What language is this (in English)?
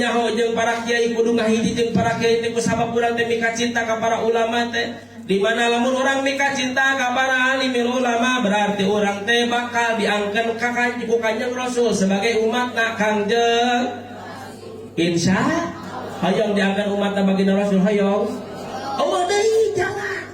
Sundanese